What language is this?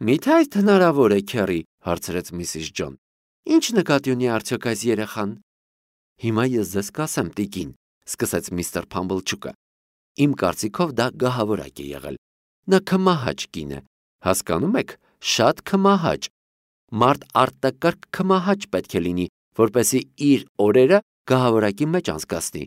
Armenian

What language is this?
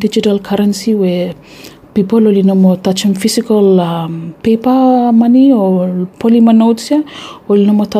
Bislama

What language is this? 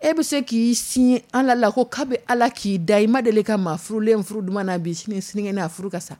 Dyula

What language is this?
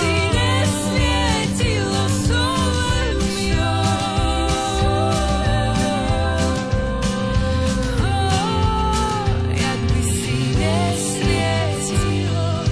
Slovak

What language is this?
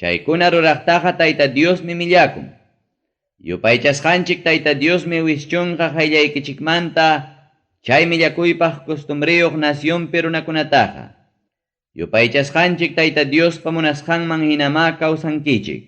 Ayacucho Quechua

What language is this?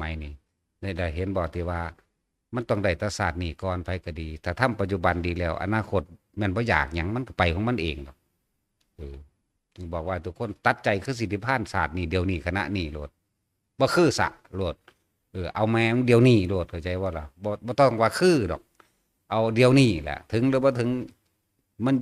Northeastern Thai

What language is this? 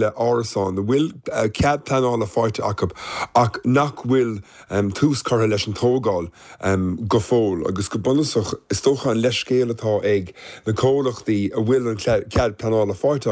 Irish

